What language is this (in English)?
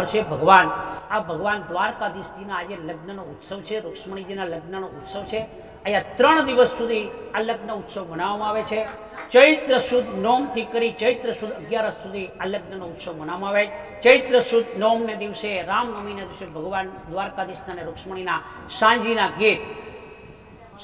Gujarati